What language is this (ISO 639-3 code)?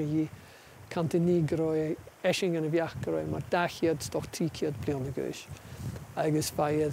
gla